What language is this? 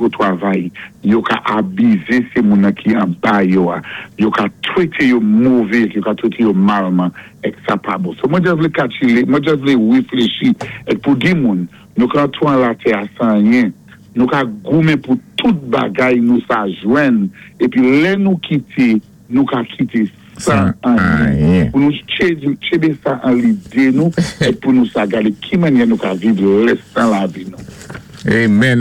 Saint Lucian Creole French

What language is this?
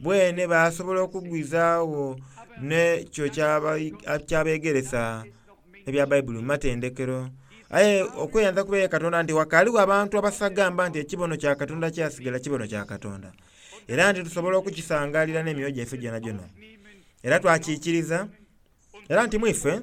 Soga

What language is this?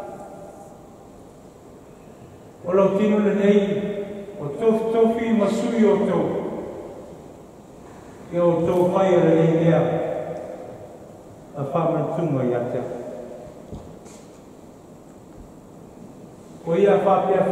Samoan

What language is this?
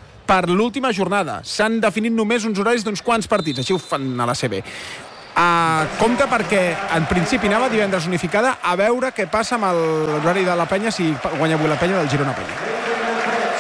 Catalan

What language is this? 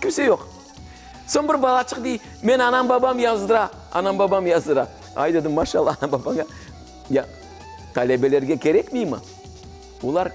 Crimean Tatar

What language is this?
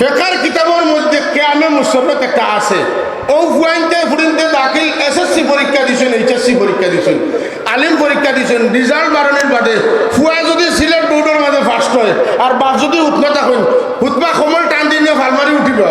Sylheti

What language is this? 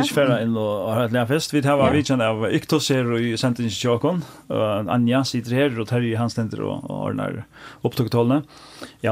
Faroese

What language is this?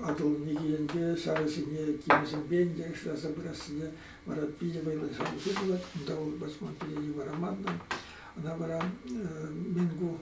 Chuvash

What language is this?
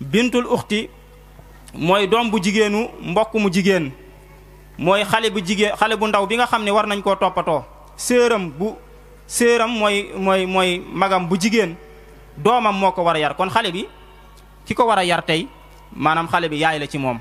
Wolof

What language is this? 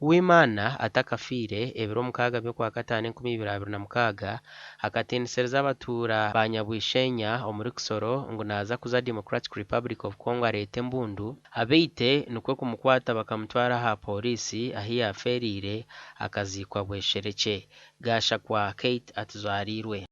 Nyankole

